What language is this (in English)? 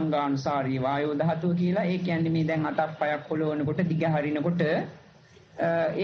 Sinhala